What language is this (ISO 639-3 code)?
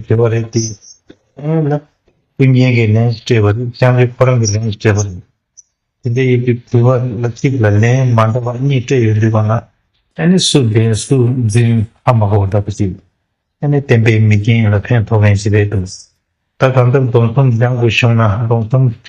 bod